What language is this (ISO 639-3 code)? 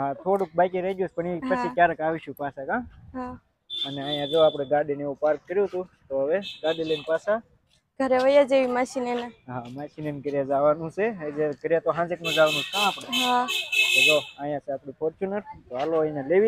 guj